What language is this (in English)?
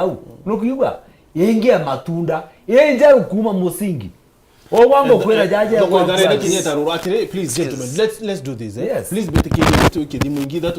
Meru